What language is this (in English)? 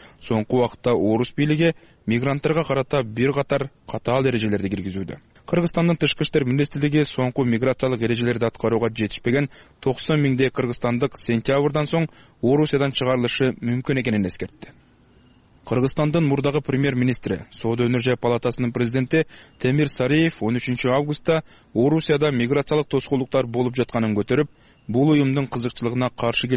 Kyrgyz